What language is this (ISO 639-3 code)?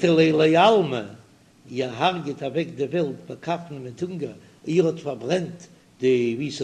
yid